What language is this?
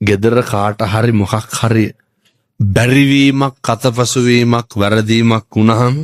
Sinhala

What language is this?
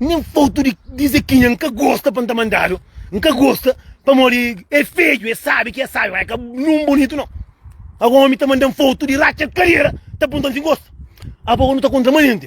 Kabuverdianu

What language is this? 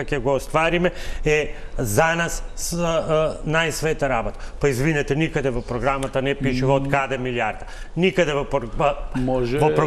Macedonian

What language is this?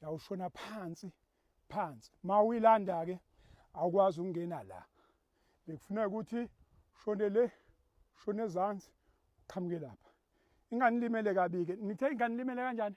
Zulu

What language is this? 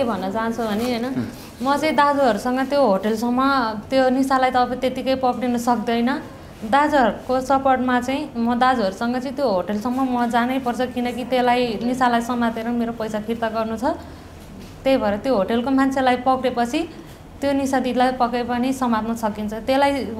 Nepali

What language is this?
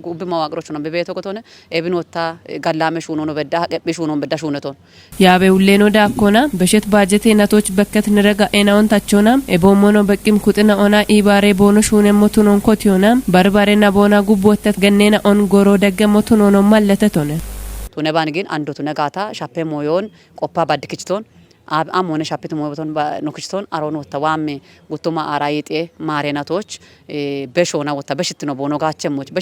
Kafa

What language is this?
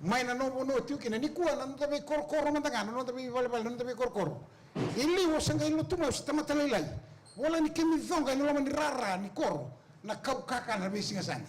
Fijian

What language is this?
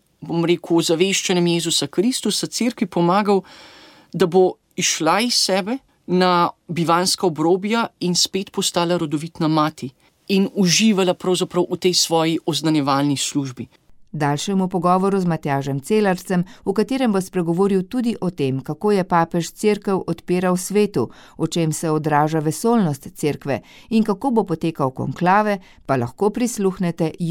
Slovenian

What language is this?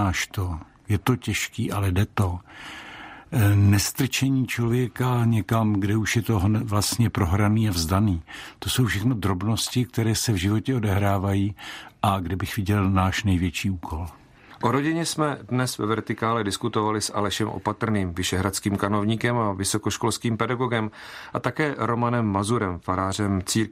Czech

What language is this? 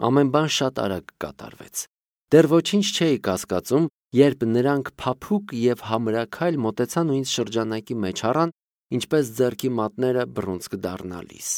Armenian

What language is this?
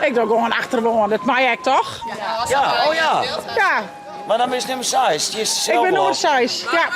Western Frisian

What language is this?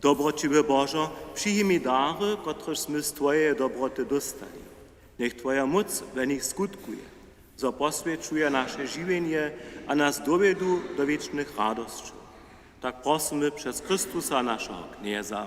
Upper Sorbian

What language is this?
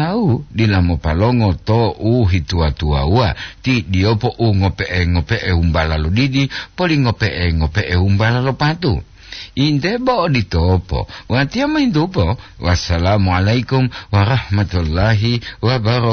Gorontalo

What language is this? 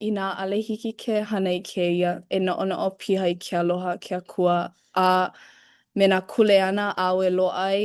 Hawaiian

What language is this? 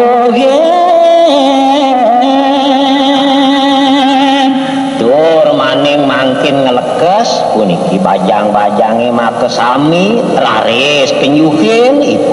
Balinese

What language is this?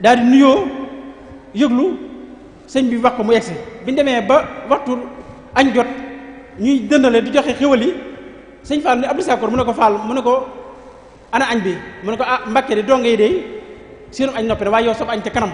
Wolof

